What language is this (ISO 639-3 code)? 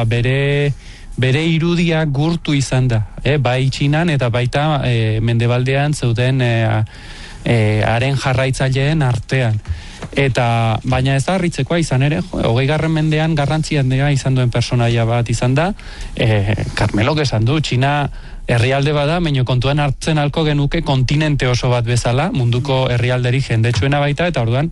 eus